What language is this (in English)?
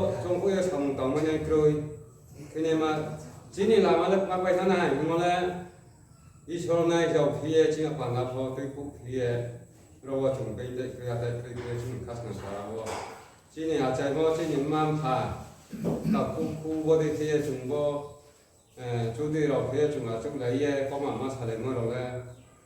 Riang (India)